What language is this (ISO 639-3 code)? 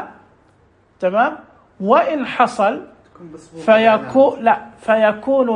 ars